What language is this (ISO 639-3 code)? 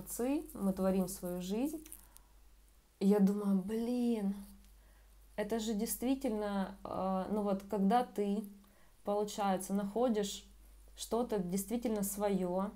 rus